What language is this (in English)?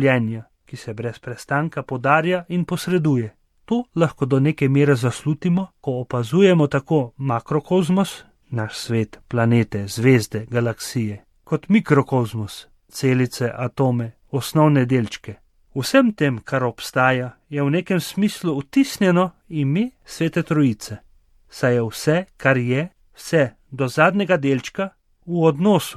Slovenian